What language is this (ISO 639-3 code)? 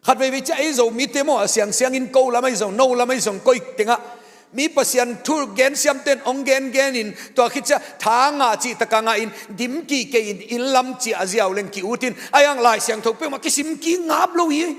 ctd